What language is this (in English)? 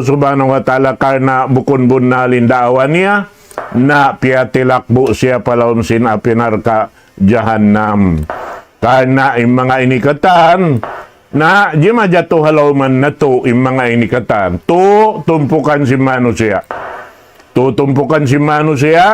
Tausug